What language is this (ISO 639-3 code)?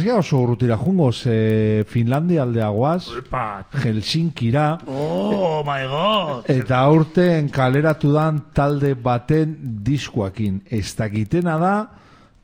eus